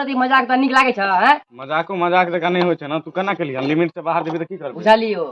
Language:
Maithili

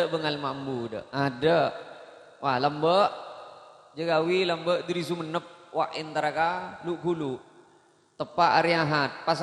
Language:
Madurese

